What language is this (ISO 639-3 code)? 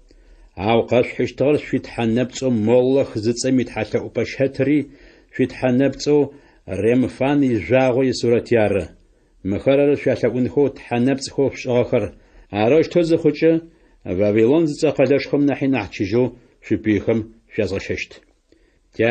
ady